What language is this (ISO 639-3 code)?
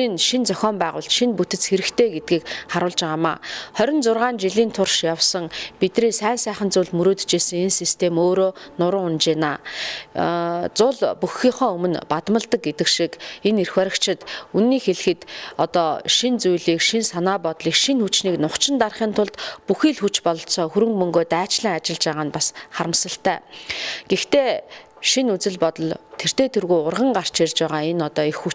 mon